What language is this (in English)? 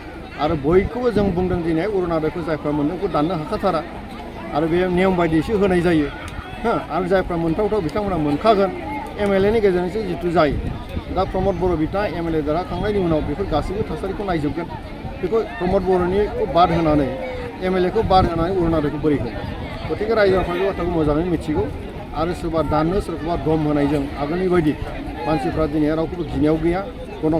Bodo